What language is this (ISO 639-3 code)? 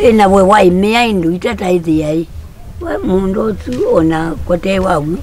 kam